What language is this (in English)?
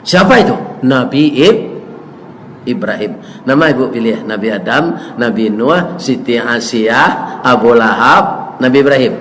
Minangkabau